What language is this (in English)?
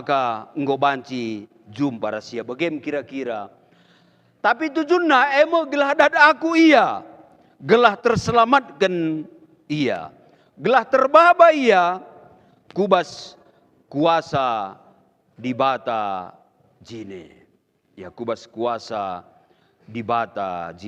Batak Karo